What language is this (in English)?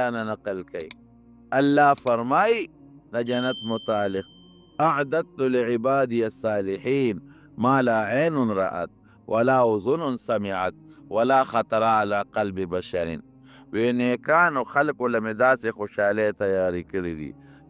Pashto